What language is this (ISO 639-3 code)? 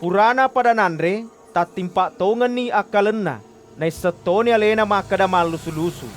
bug